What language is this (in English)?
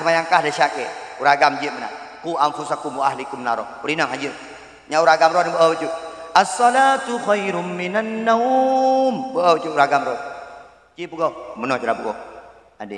Achinese